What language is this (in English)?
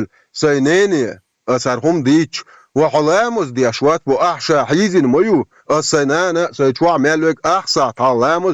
Chechen